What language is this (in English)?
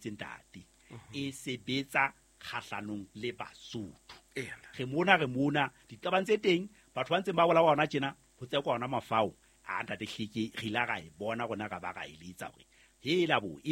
Southern Sotho